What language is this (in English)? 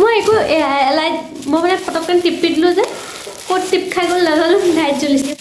Assamese